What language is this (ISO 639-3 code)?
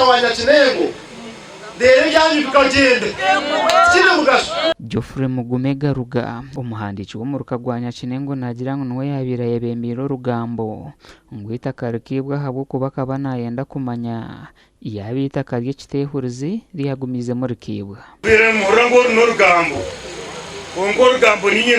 nyn